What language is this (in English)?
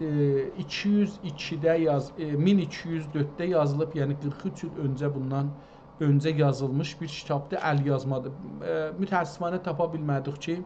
South Azerbaijani